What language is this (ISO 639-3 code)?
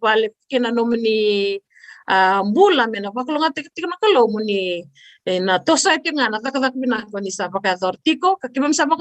fij